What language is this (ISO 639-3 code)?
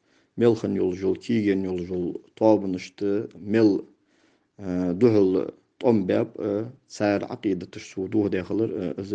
inh